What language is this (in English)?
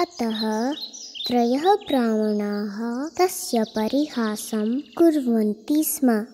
Sanskrit